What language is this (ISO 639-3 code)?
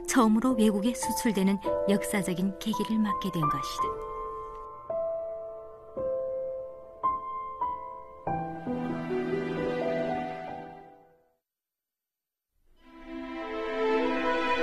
kor